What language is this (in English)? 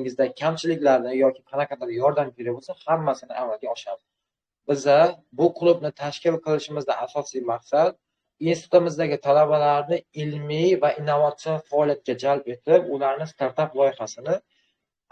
Uzbek